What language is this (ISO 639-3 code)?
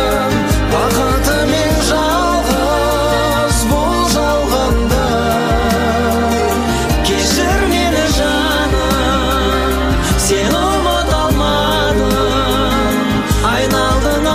kaz